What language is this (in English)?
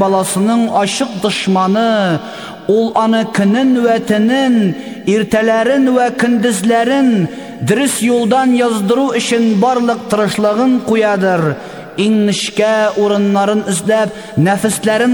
Tatar